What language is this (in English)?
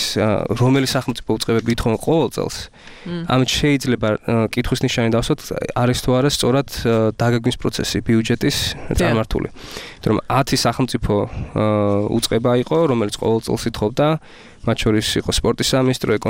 Georgian